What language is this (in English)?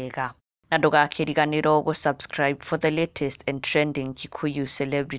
Kikuyu